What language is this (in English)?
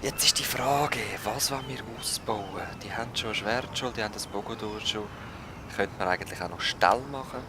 Swiss German